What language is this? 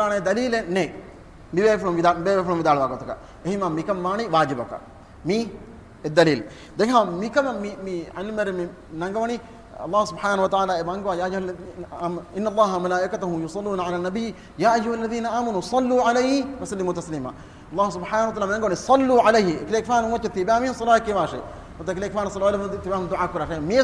Divehi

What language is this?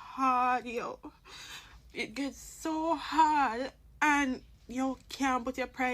Jamaican Creole English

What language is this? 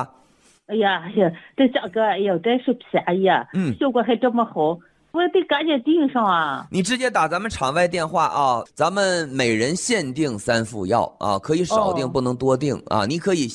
Chinese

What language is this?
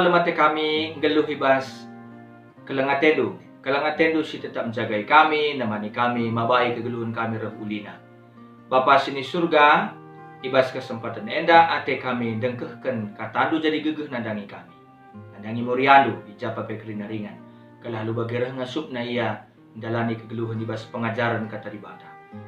Batak Karo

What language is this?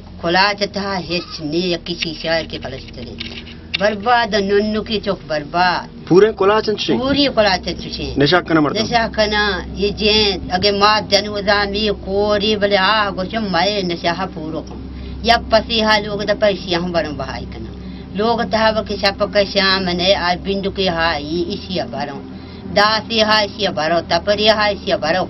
Baluchi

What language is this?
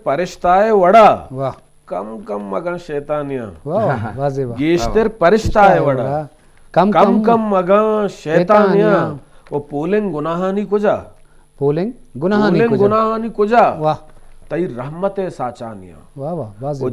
Eastern Balochi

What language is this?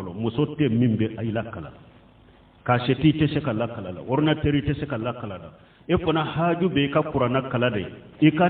Bambara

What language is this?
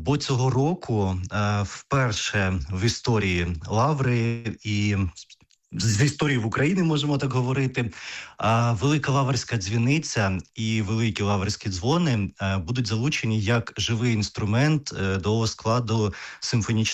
Ukrainian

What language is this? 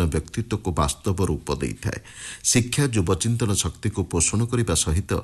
Odia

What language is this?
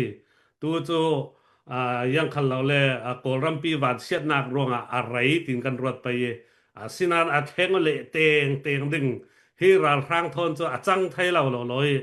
Falam Chin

